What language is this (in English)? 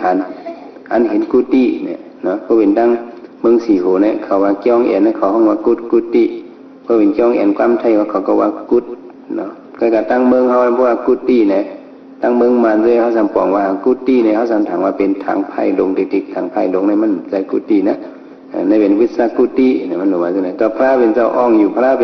Shan